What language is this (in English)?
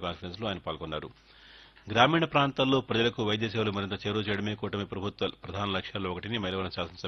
Telugu